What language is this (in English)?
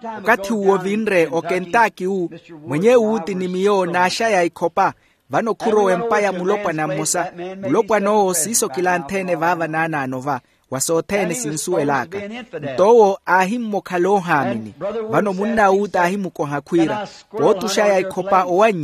Makhuwa